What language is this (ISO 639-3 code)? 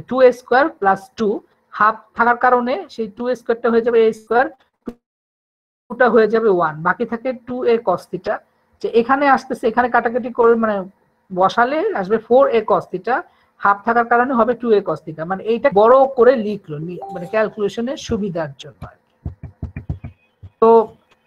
ben